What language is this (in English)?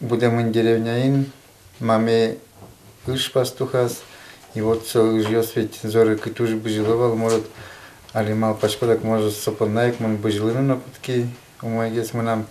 Udmurt